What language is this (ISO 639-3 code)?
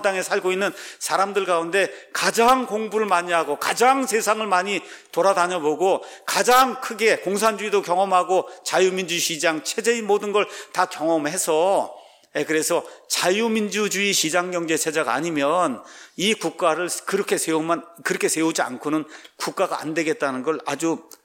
kor